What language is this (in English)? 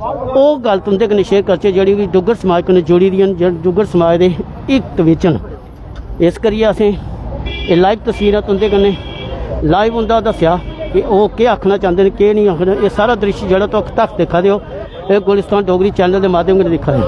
Dogri